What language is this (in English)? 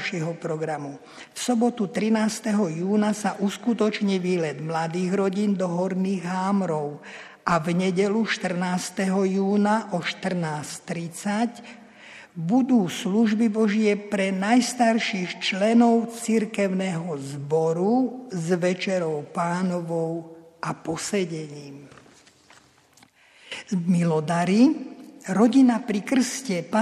Slovak